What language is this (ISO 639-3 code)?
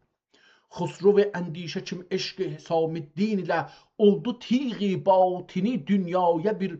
azb